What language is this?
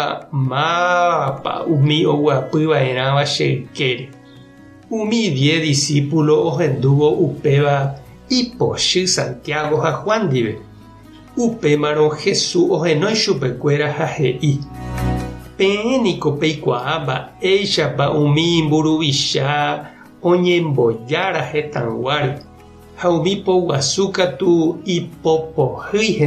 Guarani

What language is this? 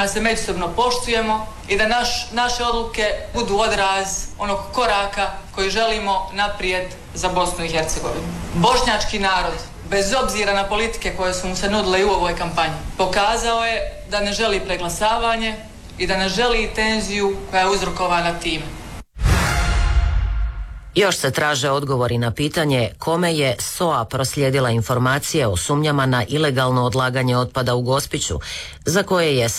Croatian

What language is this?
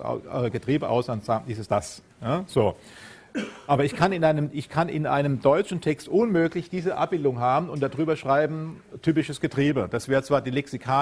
German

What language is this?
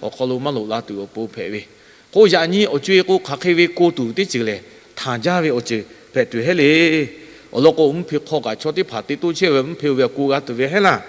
Lahu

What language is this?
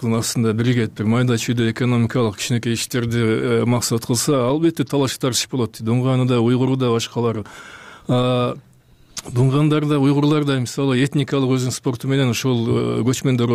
Kyrgyz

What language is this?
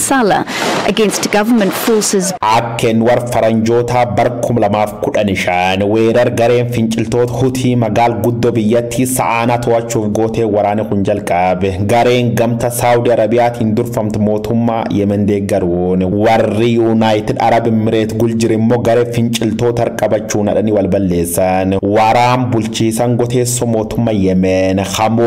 Oromo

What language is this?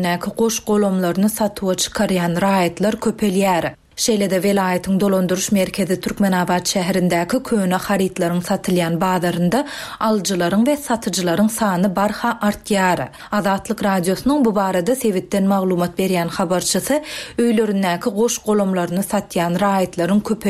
Turkmen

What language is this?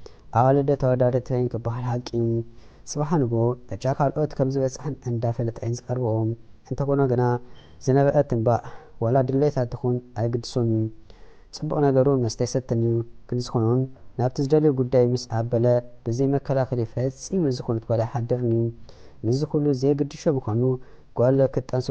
Tigrinya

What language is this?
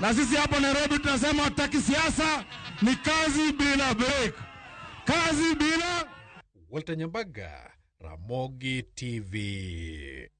Luo (Kenya and Tanzania)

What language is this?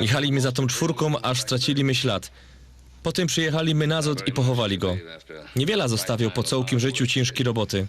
Silesian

